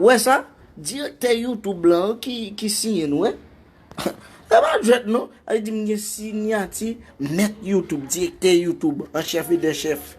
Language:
Haitian Creole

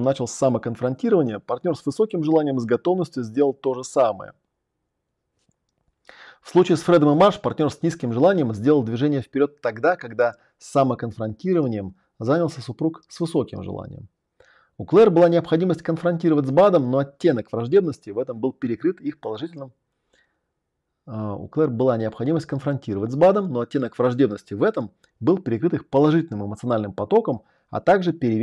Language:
Russian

